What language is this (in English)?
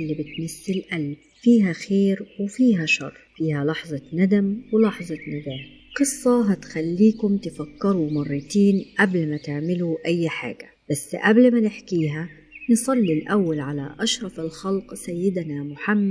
Egyptian Arabic